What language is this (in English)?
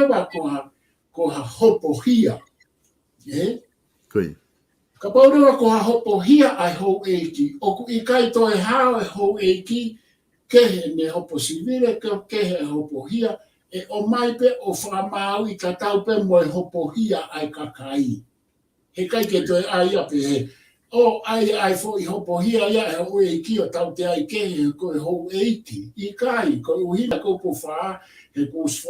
Tongan